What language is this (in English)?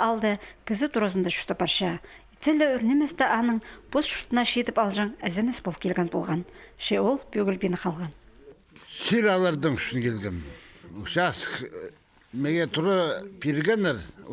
Khakas